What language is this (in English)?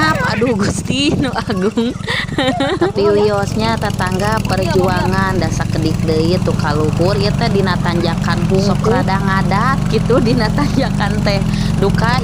Sundanese